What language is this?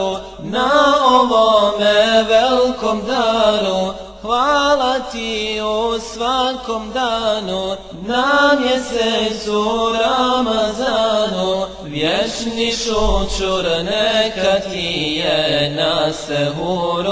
Bosnian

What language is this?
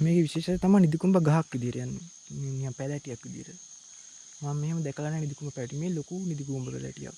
Sinhala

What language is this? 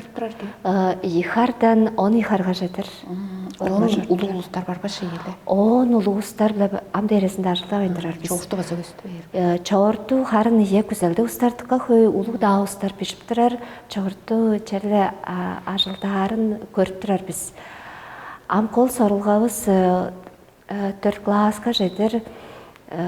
Tuvinian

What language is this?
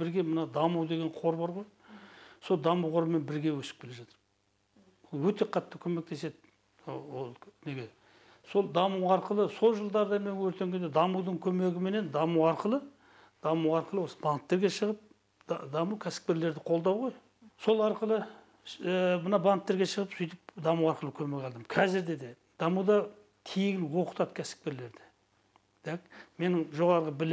Kazakh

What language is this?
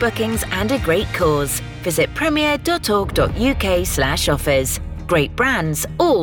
English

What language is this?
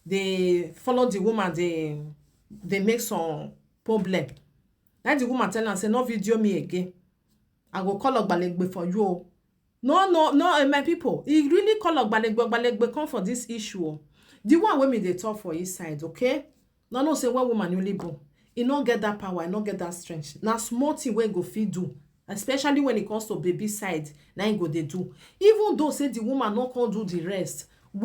Nigerian Pidgin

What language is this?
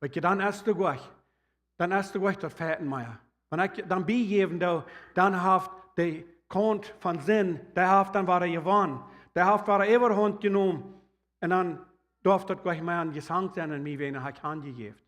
Plautdietsch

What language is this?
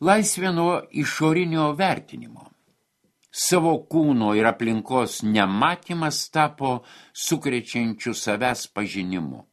Lithuanian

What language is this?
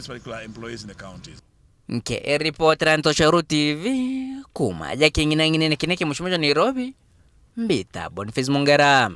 Meru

